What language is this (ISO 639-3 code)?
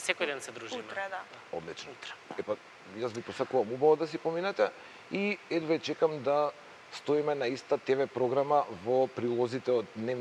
mkd